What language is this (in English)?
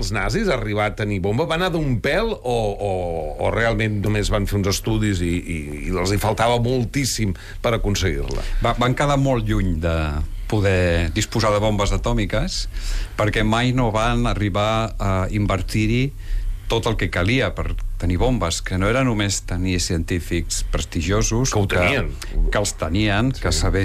Catalan